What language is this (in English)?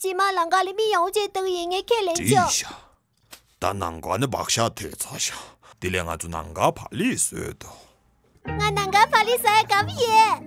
Tibetan